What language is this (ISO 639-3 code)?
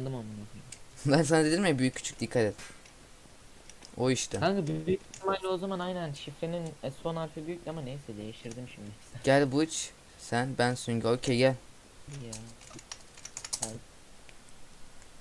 tur